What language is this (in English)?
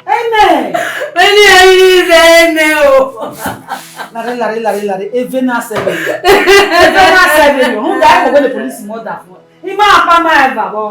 Bini